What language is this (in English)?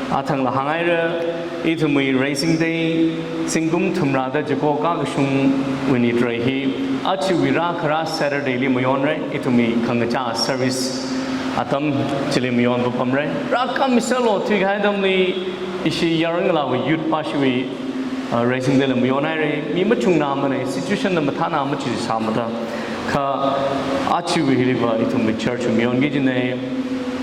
Tangkhul Naga (India)